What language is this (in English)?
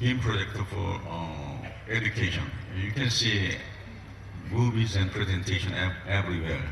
Hmar